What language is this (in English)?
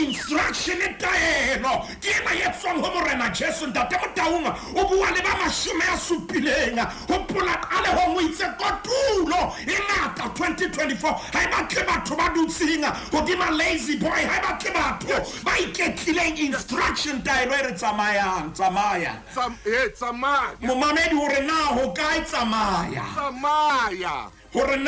Southern Sotho